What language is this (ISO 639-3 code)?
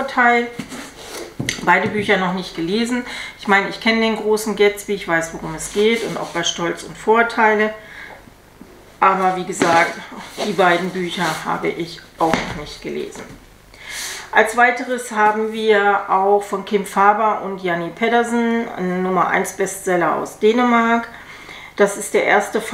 deu